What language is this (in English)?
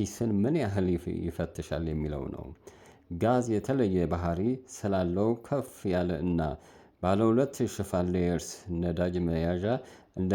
Amharic